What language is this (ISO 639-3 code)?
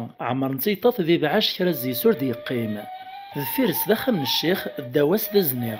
kab